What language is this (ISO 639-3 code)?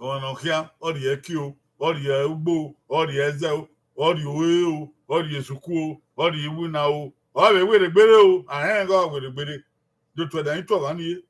bin